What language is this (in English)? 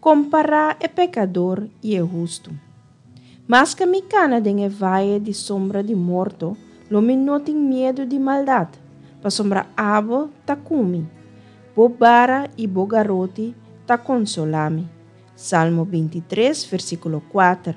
Papiamento